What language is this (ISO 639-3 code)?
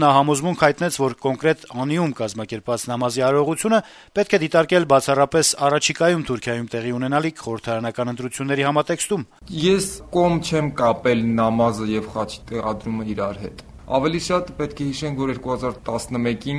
hye